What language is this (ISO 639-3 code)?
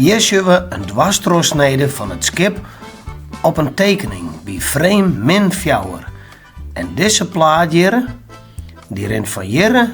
fry